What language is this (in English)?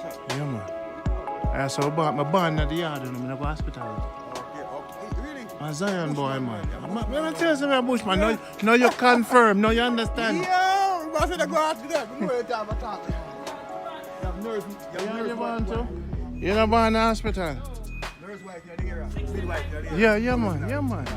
Jamaican Creole English